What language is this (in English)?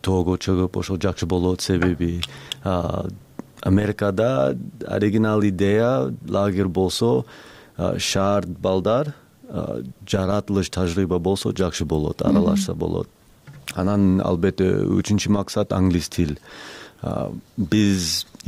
Kyrgyz